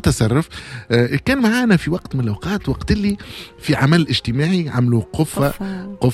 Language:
Tunisian Arabic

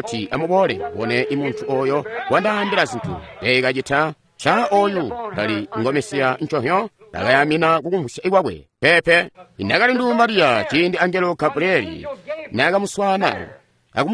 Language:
Tonga (Zambia)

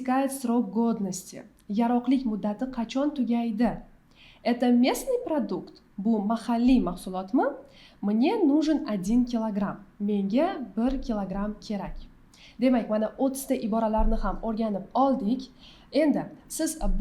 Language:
Uzbek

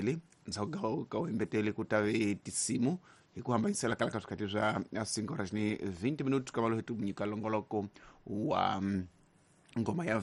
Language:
Tsonga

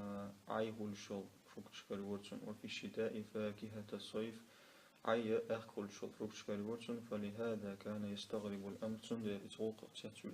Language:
Chechen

